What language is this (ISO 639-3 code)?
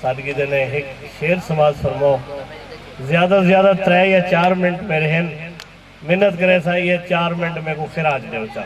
skr